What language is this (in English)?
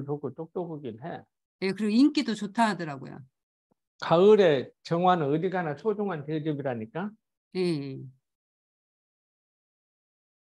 Korean